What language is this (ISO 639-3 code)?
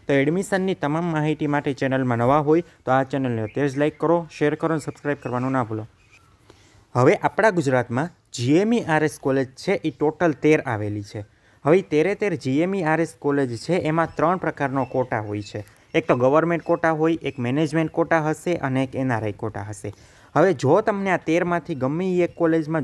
guj